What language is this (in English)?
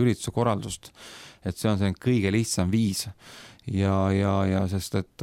Estonian